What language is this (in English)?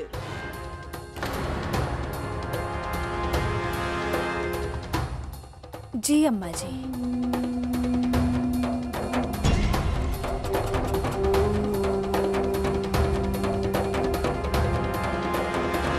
Bhojpuri